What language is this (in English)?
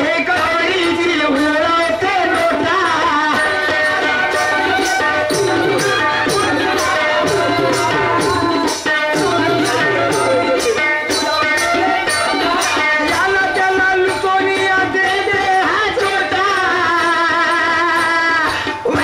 Marathi